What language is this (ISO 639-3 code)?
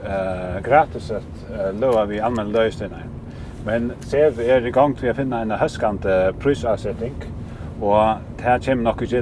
fao